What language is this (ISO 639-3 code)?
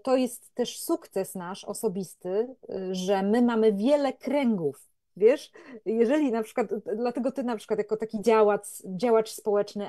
pol